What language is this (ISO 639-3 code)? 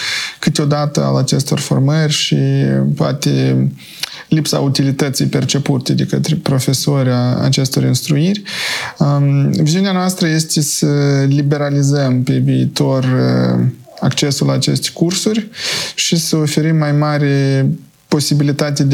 ron